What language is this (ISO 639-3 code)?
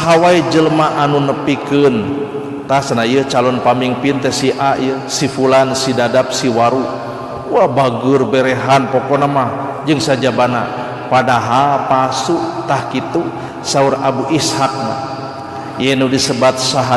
sun